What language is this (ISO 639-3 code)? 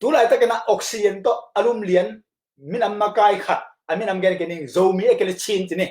ctd